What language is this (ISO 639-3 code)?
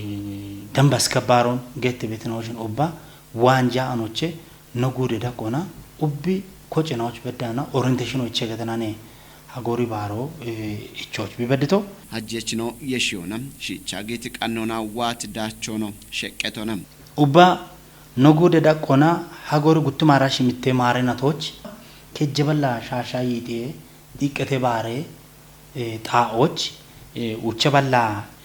kbr